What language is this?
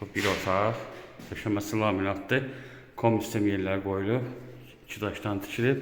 Azerbaijani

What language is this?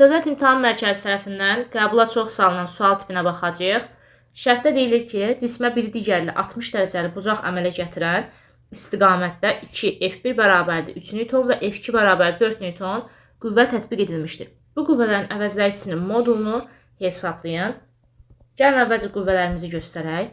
Azerbaijani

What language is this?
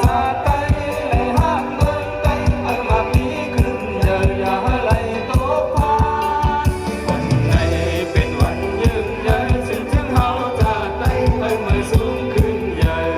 Shan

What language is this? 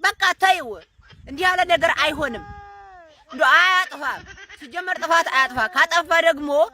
Amharic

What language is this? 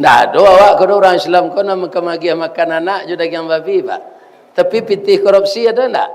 Minangkabau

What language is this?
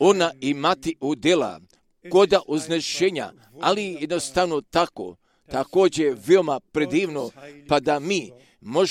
Croatian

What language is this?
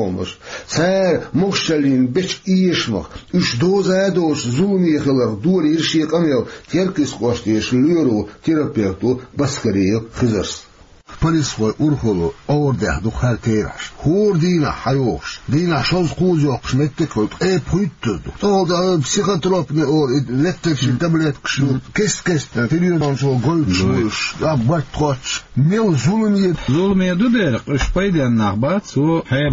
Chechen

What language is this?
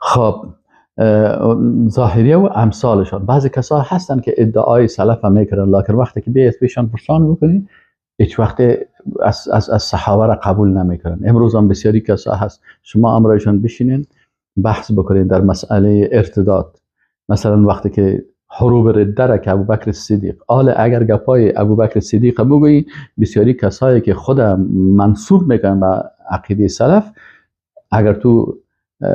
Persian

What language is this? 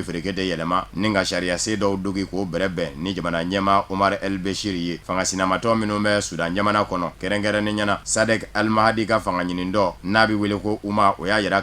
Bambara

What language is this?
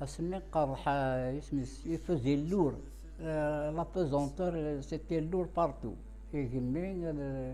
Kabyle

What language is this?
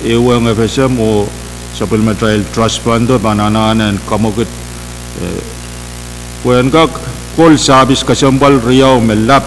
Pohnpeian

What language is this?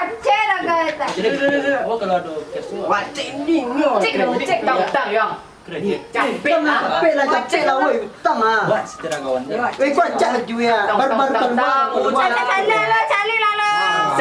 Minangkabau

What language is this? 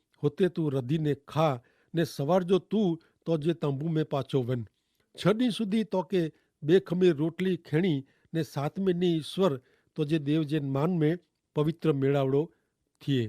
Kachhi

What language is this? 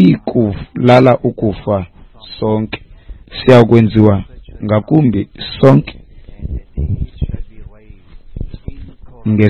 Xhosa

